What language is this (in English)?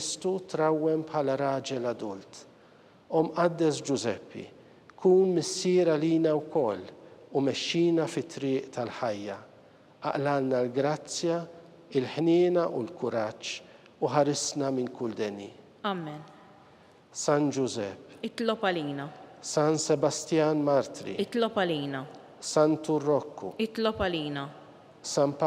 Maltese